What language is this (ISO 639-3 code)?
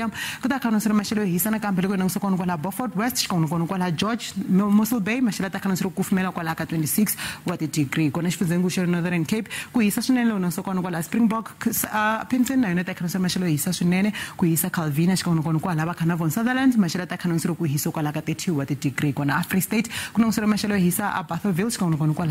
tso